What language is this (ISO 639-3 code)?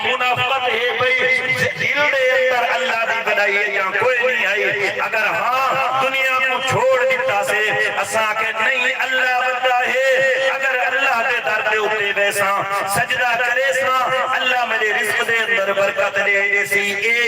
skr